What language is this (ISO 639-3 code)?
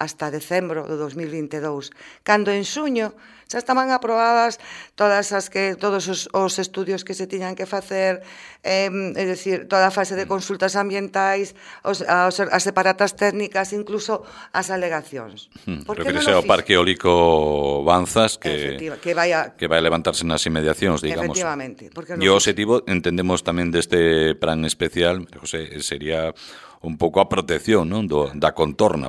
glg